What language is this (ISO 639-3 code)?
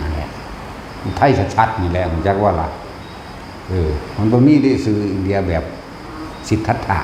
tts